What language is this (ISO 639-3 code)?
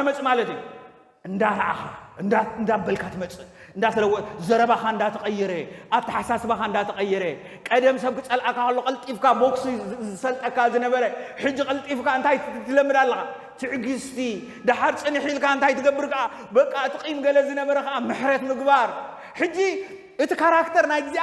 tir